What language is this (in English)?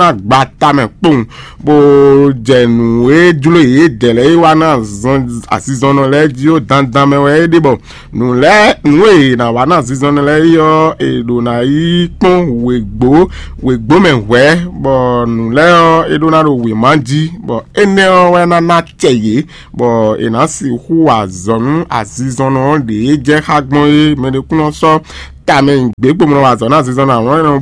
Fon